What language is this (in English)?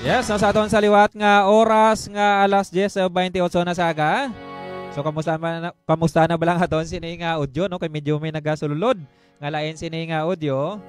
Hiligaynon